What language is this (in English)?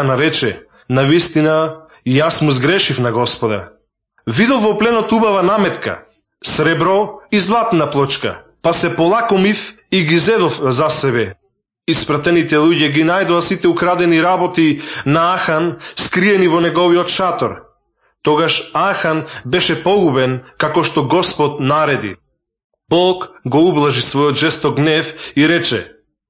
Macedonian